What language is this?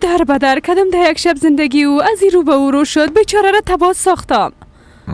Persian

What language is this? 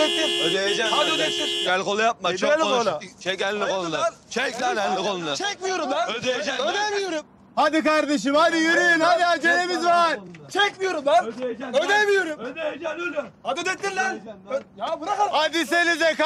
Turkish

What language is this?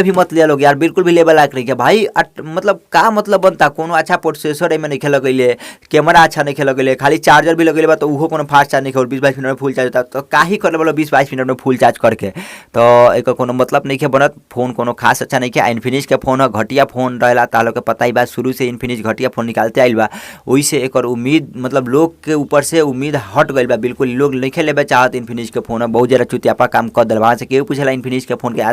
Bhojpuri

